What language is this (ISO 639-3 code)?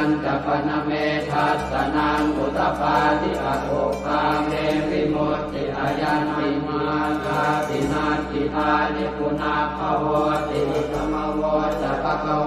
pli